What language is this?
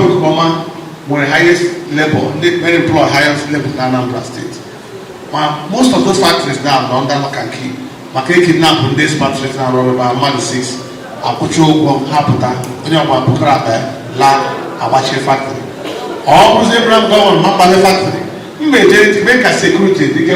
Igbo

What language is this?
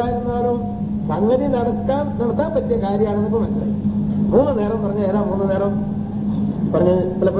Malayalam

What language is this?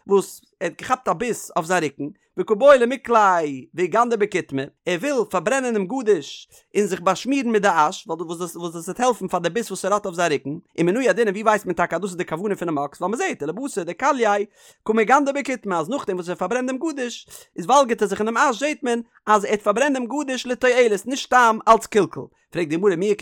Yiddish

